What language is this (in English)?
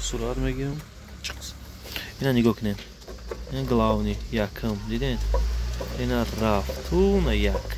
Tajik